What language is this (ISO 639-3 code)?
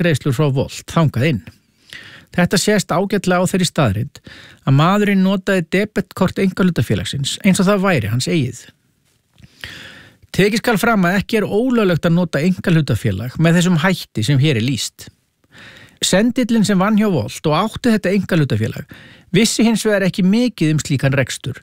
isl